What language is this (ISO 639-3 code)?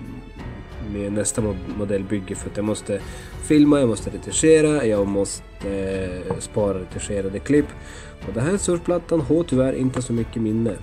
swe